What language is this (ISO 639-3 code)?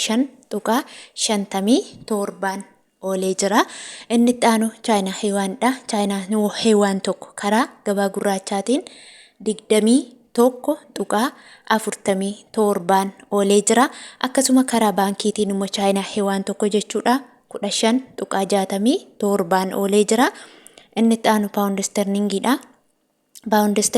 orm